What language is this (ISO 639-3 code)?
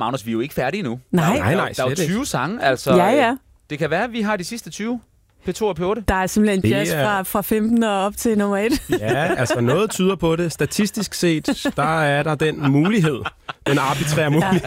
dan